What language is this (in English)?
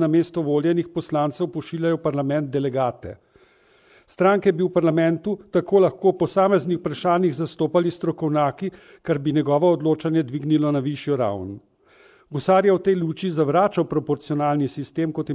Slovenian